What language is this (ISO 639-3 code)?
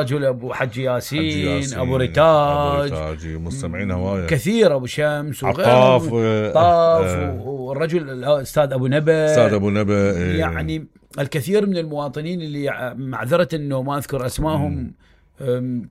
acm